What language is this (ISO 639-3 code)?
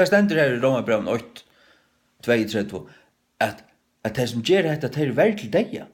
fao